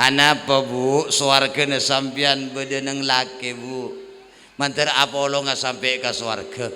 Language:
Madurese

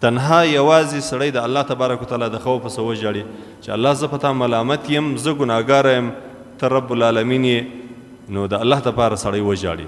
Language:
Pashto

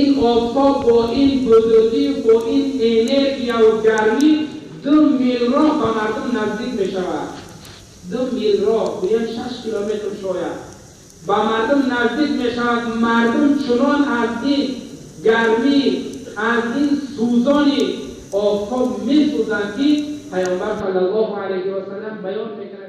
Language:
Tajik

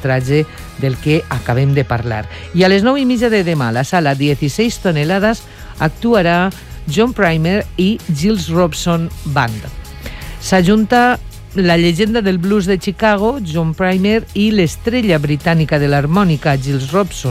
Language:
Catalan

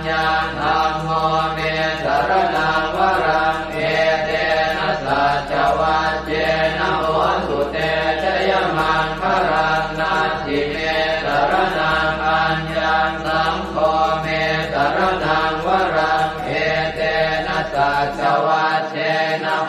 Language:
Pali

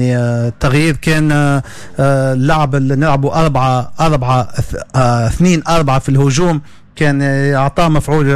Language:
Tunisian Arabic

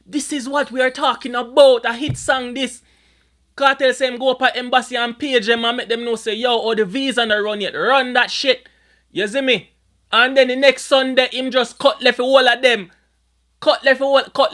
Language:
Jamaican Creole English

